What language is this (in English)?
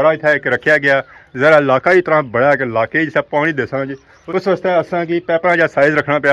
Pahari-Potwari